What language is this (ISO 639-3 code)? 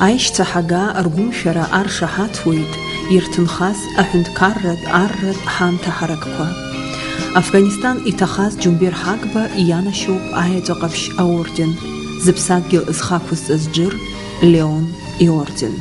abk